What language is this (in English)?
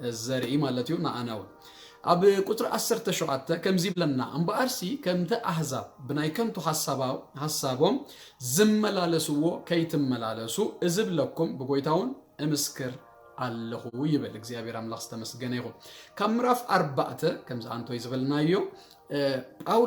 Tigrinya